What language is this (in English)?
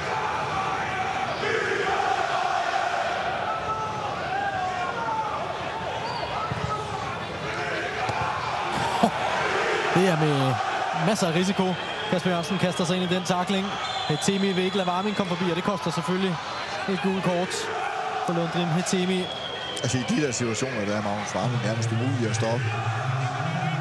Danish